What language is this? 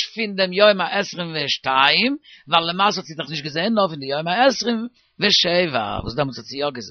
Yiddish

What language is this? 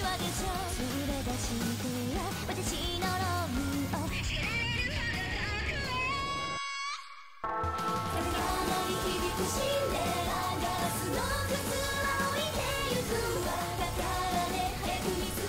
Japanese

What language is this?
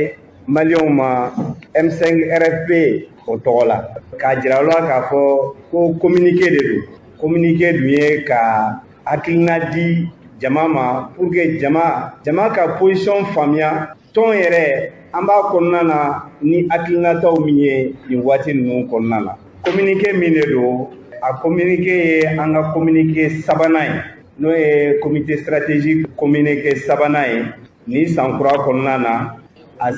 Bambara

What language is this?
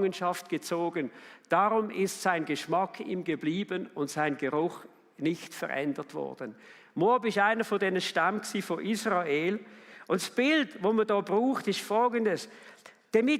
Swiss German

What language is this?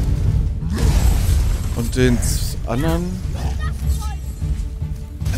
German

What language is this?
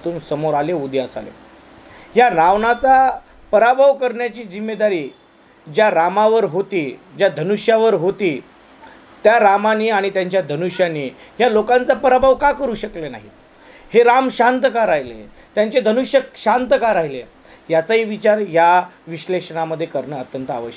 Marathi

